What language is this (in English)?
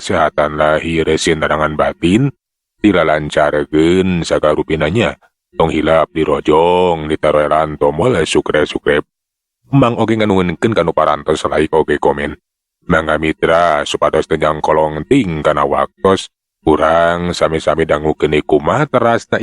Sundanese